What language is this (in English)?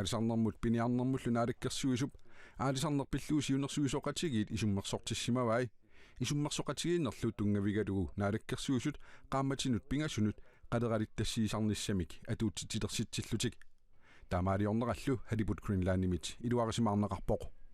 Kalaallisut